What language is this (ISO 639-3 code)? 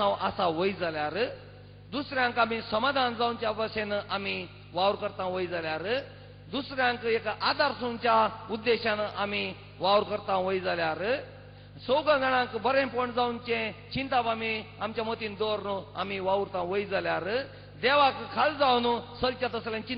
kok